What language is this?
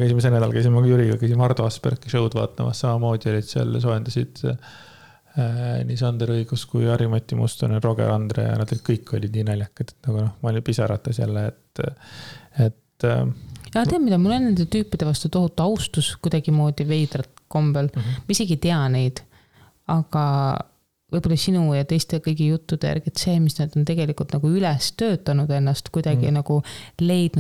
Estonian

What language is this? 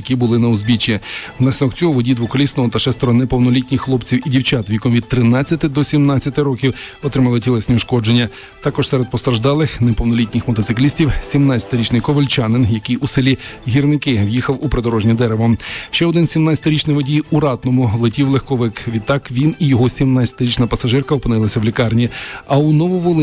Ukrainian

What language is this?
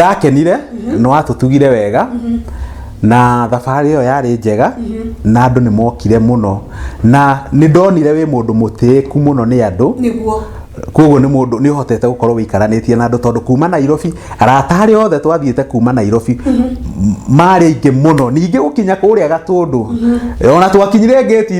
Kikuyu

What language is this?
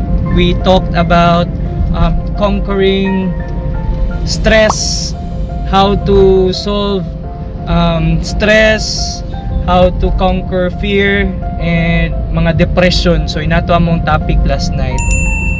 Cebuano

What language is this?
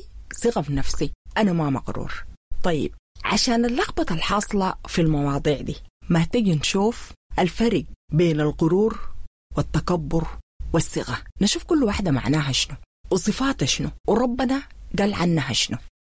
Sudanese Arabic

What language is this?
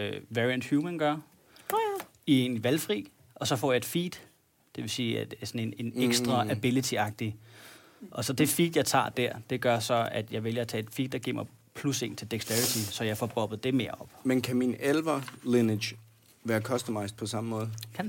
Danish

